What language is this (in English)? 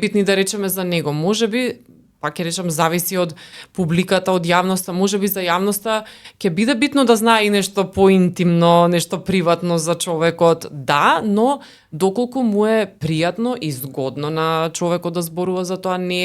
Macedonian